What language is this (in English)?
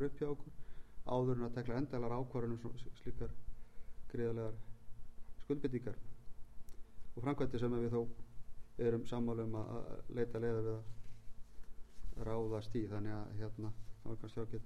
Icelandic